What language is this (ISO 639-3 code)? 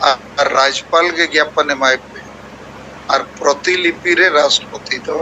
sat